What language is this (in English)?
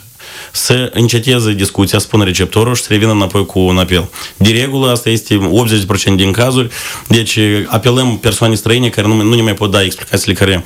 Romanian